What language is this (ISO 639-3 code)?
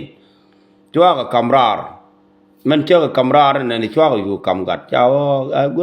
nus